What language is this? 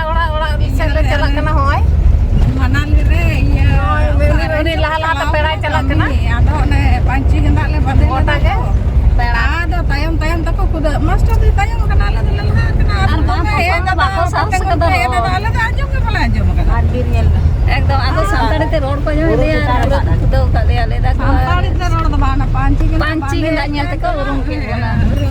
Santali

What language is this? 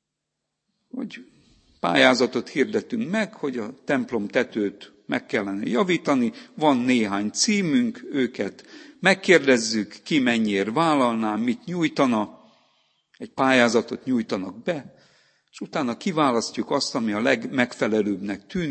Hungarian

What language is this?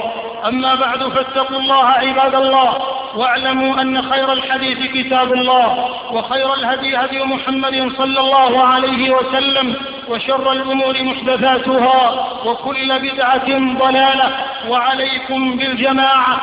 Arabic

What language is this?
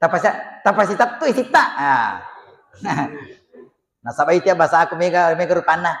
Buginese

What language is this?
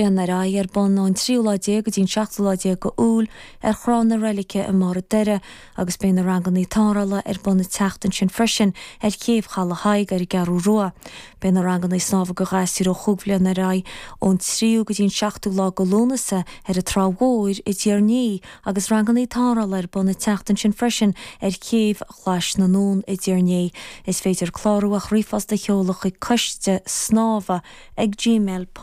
Irish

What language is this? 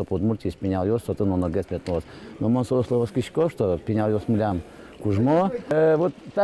Udmurt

